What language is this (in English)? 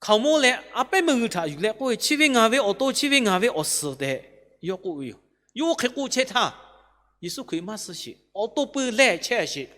Lahu